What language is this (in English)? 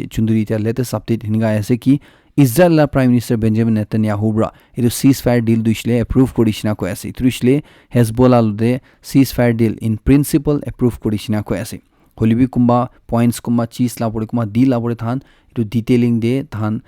Naga Pidgin